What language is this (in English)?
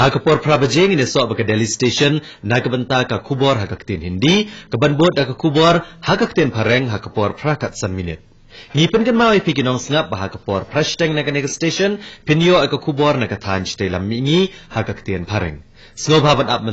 Khasi